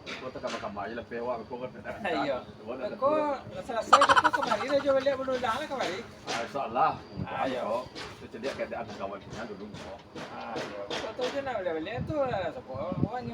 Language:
Minangkabau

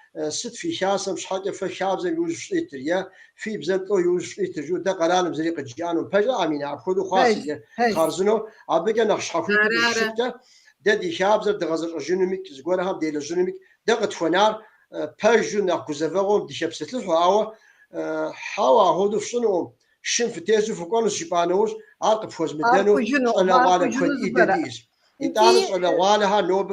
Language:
Kabardian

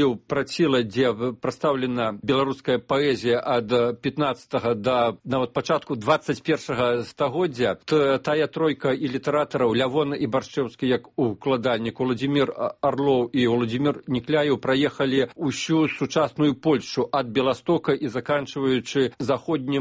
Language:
Belarusian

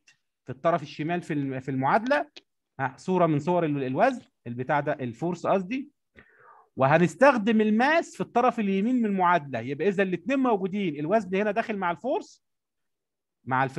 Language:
Egyptian Arabic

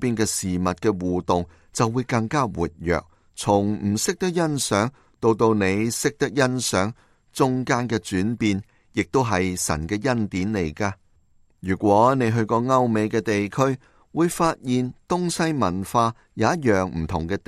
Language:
Cantonese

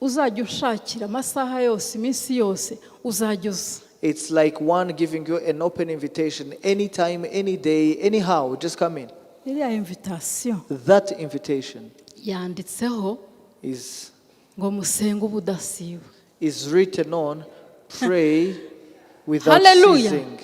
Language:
Kinyarwanda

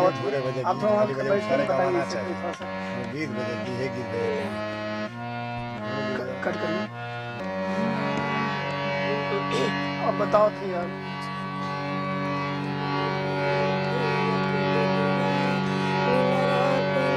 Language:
Bhojpuri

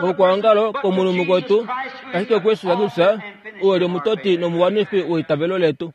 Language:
Kuanyama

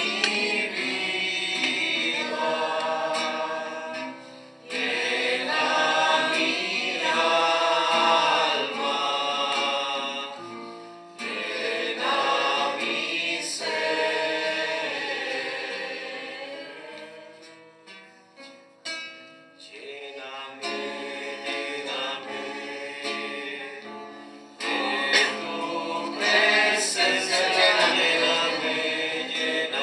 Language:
Spanish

